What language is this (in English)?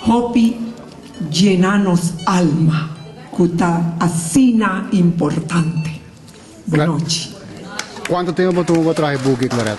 Papiamento